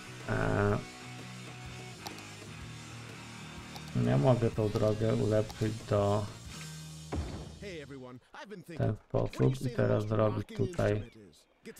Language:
Polish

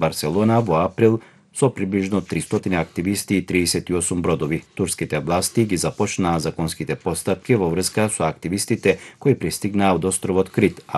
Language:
Macedonian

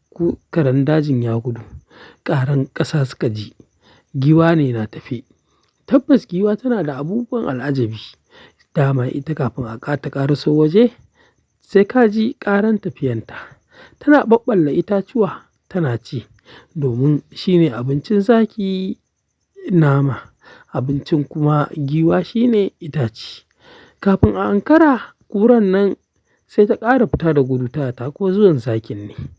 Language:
Hausa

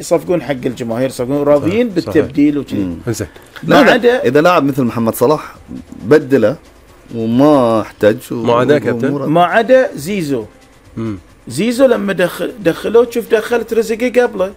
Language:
Gulf Arabic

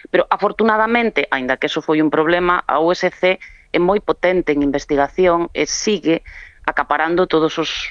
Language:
Galician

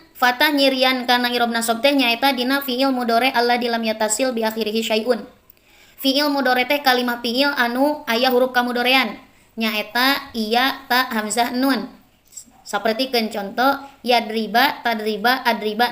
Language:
Sundanese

